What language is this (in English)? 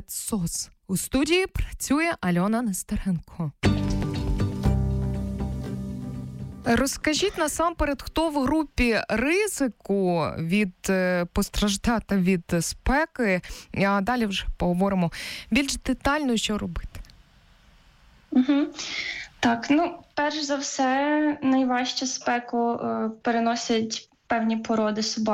Ukrainian